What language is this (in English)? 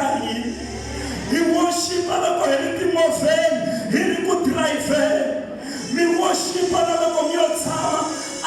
Tsonga